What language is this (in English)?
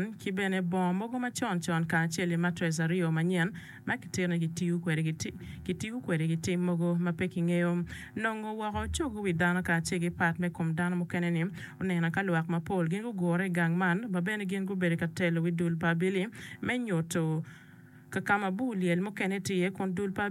Acoli